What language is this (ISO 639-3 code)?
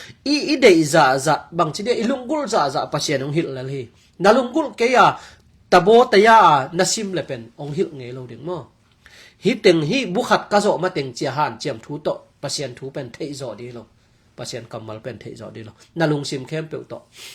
ctd